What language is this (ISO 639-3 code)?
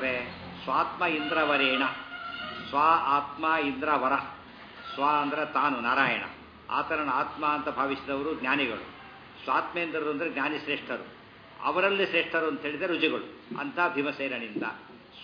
kan